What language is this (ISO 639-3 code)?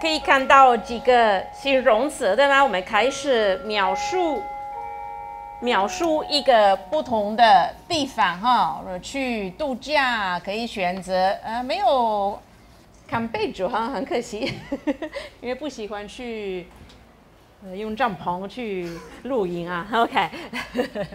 zho